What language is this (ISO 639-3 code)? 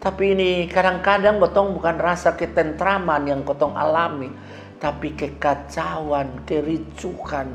mkn